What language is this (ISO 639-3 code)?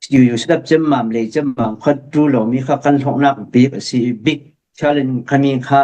cfm